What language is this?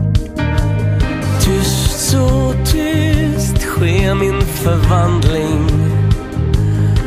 Swedish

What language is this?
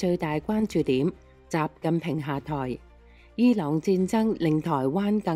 Cantonese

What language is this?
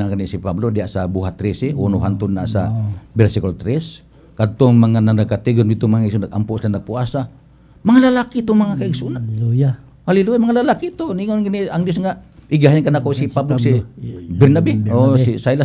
Cebuano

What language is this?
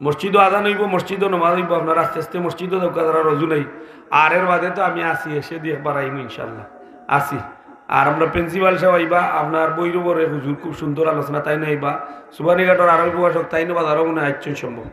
Sylheti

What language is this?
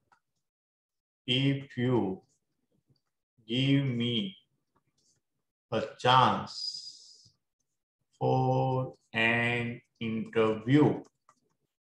Gujarati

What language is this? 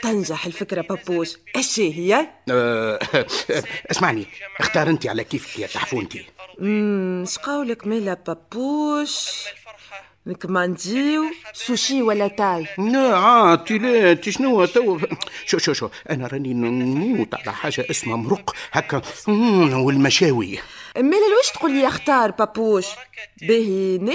Tunisian Arabic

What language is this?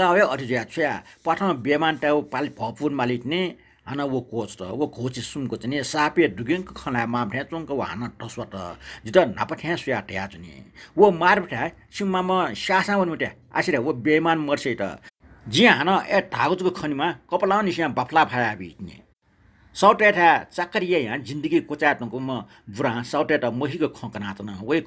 Newari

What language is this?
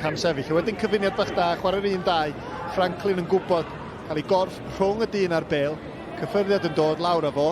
Welsh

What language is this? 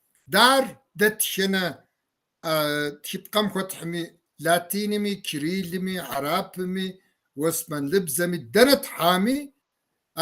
Kabardian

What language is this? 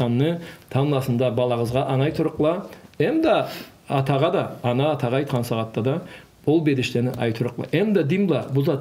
Karachay-Balkar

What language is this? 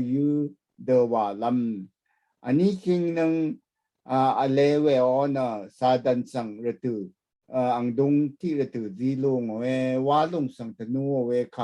Rawang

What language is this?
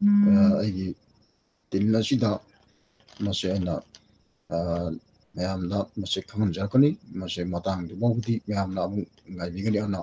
Manipuri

